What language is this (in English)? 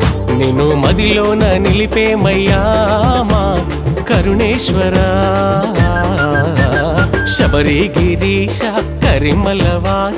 Telugu